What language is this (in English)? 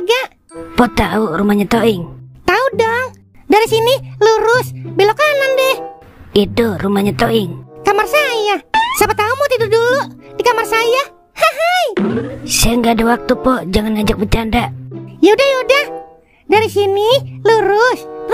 Betawi